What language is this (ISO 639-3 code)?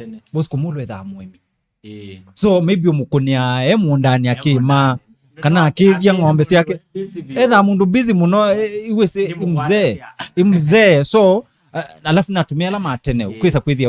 kam